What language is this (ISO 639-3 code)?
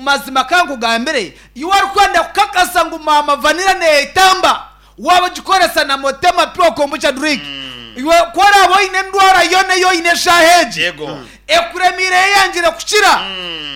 nyn